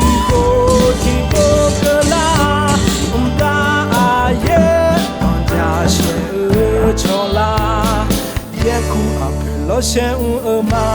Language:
Akha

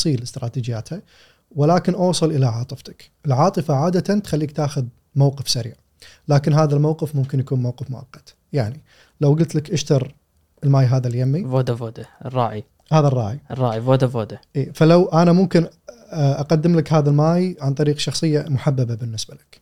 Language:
Gulf Arabic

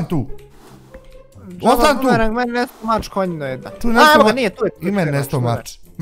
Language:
Bosnian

